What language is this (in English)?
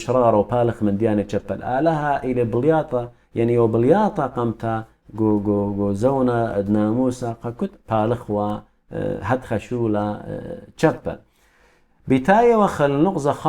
Assyrian Neo-Aramaic